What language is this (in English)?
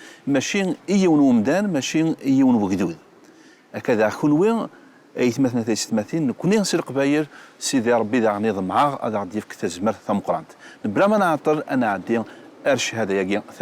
Kabyle